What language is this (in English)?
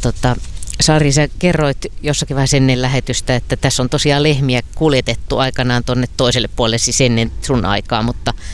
Finnish